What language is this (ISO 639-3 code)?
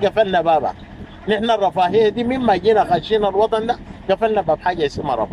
apd